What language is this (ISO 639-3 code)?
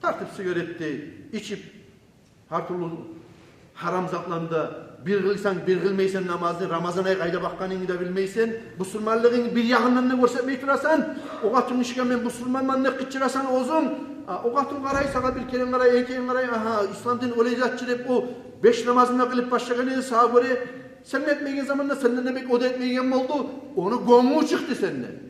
kum